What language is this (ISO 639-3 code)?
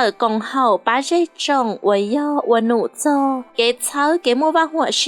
hmn